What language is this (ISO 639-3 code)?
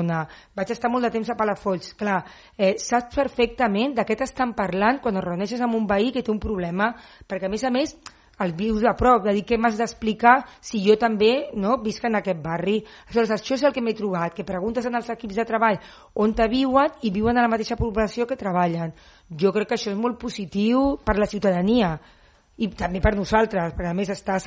cat